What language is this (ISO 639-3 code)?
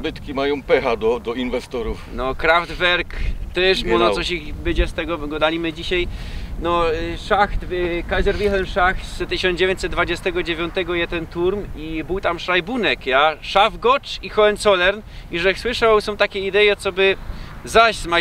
szl